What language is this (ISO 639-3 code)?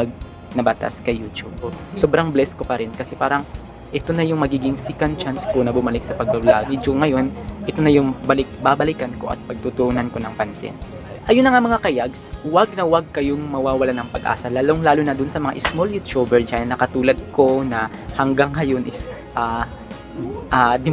fil